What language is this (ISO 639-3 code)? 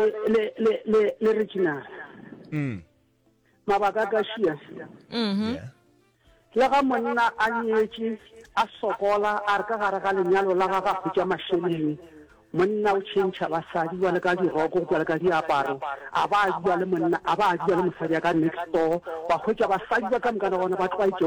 nso